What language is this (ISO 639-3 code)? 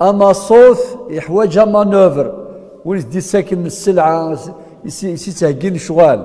kab